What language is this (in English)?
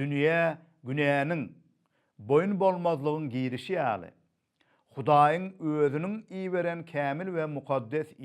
Turkmen